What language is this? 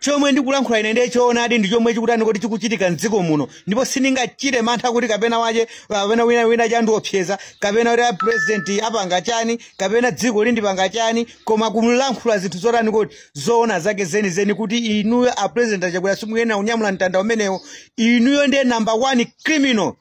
Nyanja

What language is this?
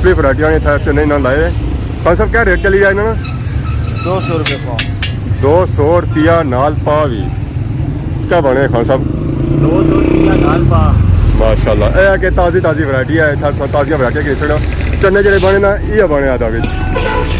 Pahari-Potwari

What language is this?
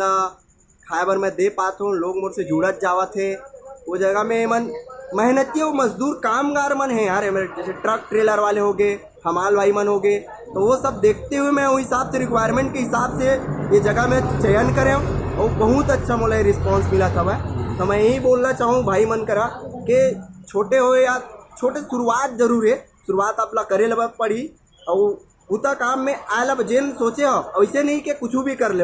Chhattisgarhi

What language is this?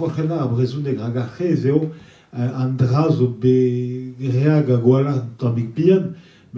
Breton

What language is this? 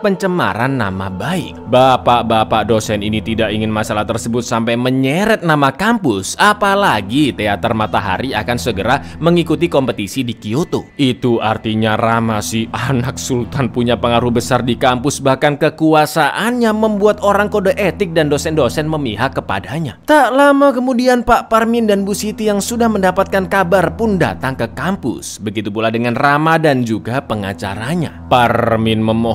Indonesian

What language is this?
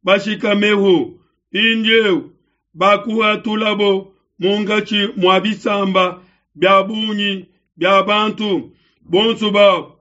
Luba-Lulua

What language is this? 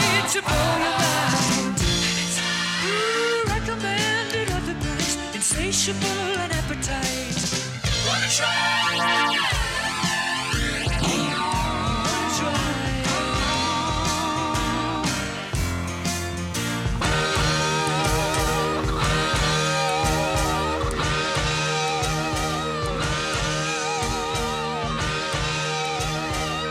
Danish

